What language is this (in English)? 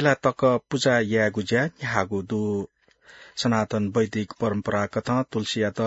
Newari